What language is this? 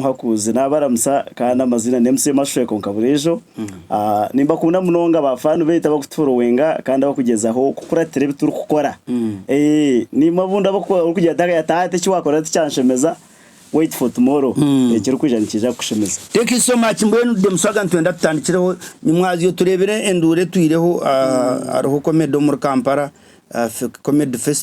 Nyankole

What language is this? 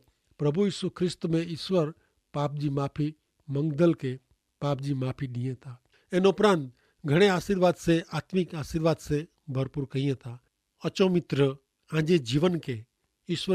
Kachhi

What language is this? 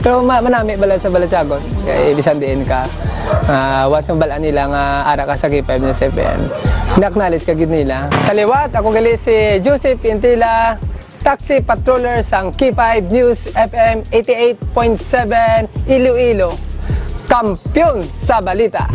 Hiligaynon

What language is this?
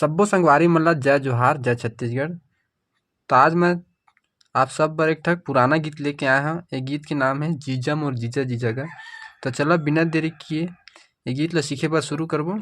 Chhattisgarhi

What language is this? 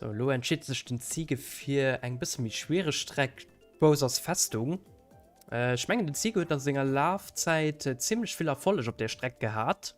Luxembourgish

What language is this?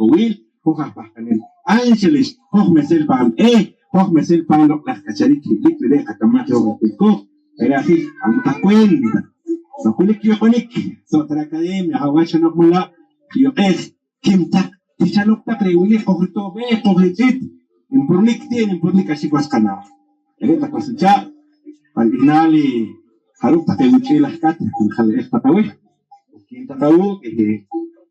Poqomchi'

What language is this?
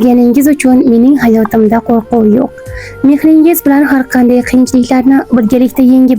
Uzbek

